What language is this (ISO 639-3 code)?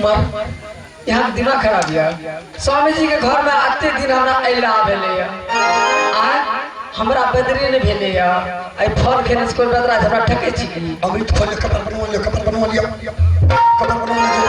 mai